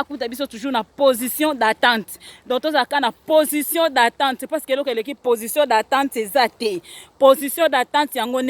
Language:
Lingala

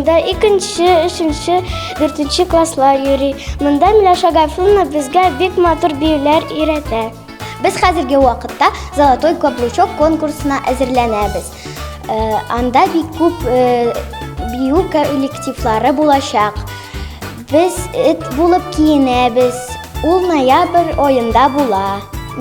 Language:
Tatar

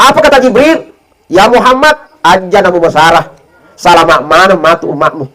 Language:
Buginese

